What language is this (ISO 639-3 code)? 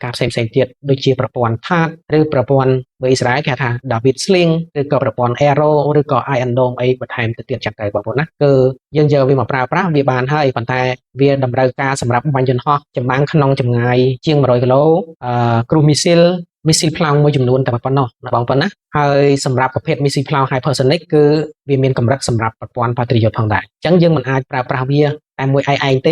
khm